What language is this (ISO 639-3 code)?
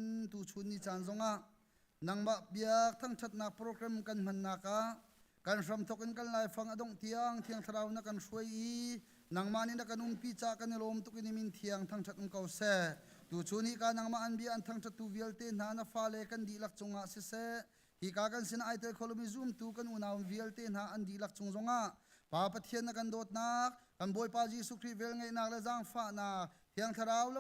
cnh